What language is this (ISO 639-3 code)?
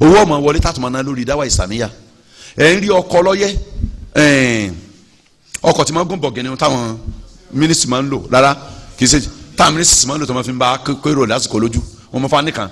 yor